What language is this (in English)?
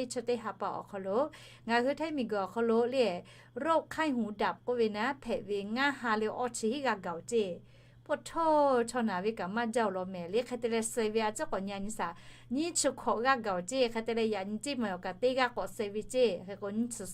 Lahu